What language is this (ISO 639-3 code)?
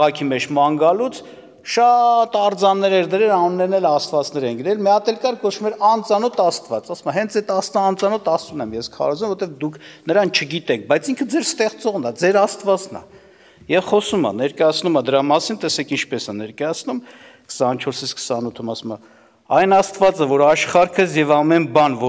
hye